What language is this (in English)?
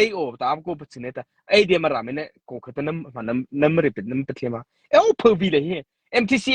Mara Chin